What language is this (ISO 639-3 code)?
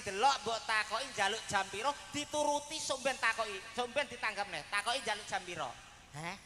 jav